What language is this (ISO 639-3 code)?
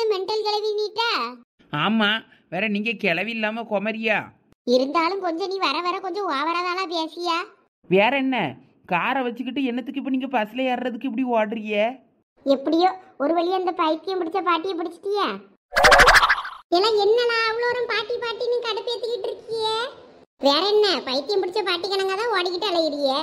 tam